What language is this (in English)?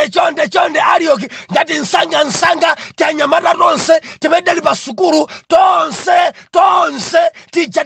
Nyanja